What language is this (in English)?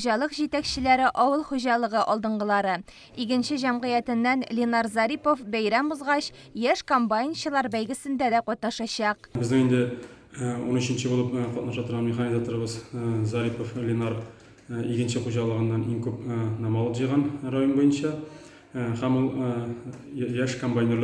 Tatar